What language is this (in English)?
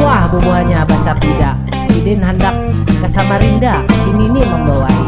Banjar